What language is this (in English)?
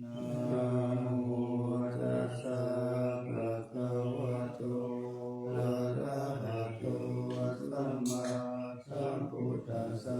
Pali